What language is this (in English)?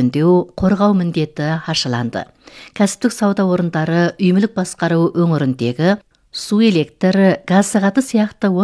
Kazakh